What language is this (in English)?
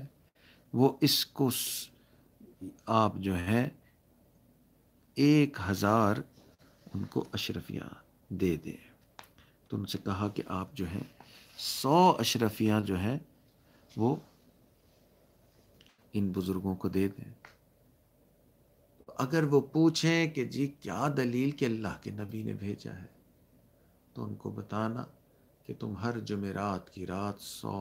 Urdu